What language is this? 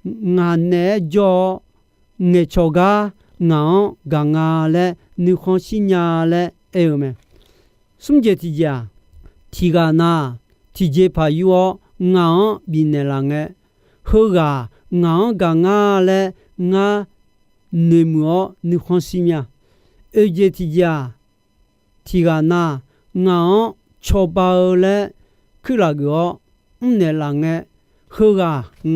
Akha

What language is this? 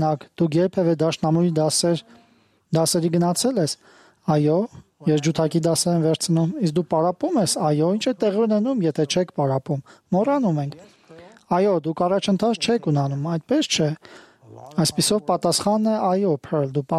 Armenian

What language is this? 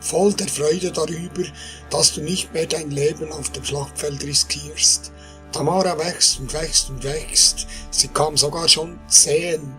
Swiss German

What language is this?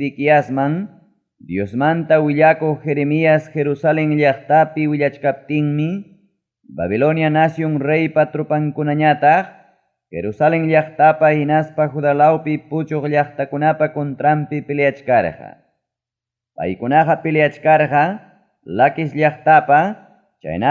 Ayacucho Quechua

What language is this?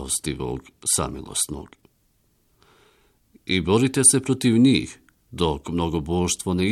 Bosnian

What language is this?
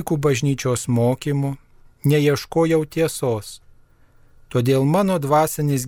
Lithuanian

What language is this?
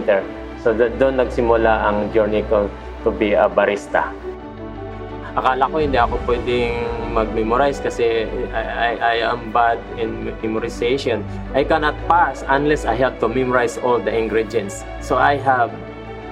Filipino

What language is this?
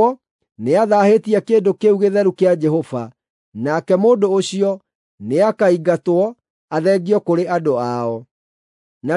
Kikuyu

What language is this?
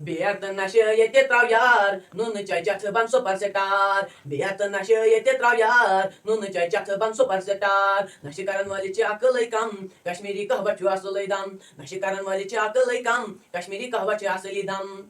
Kashmiri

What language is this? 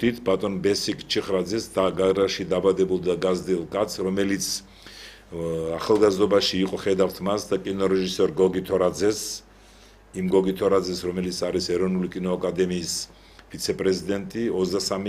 Georgian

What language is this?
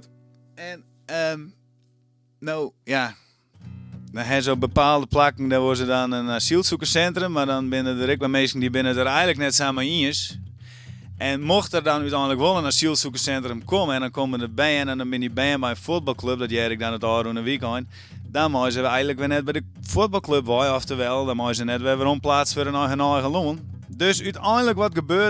Western Frisian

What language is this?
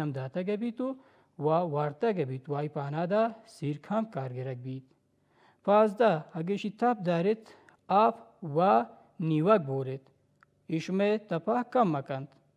Baluchi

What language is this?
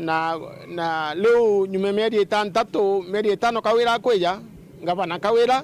Meru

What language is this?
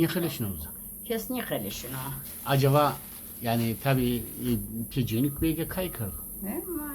Zaza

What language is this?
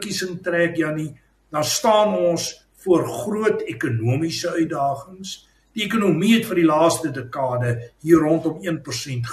Afrikaans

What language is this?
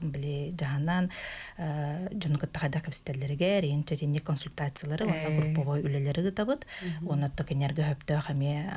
Yakut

